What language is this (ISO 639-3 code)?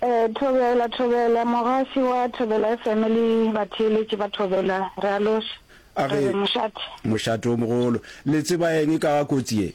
nso